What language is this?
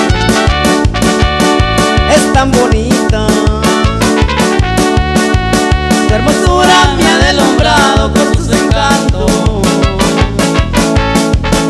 Spanish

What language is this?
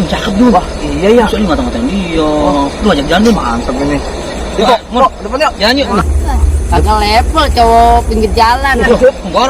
Betawi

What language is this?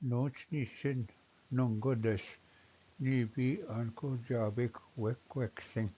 Ojibwa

